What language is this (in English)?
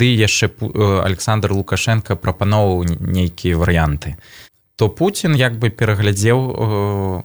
Belarusian